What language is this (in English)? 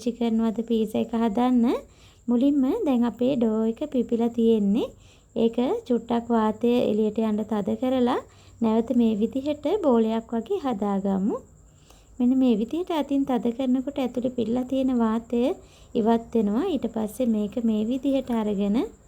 Sinhala